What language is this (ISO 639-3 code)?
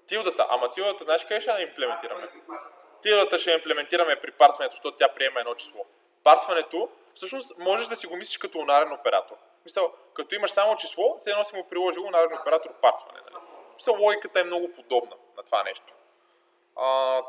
bul